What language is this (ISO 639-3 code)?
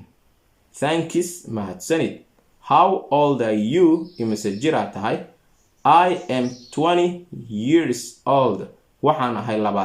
som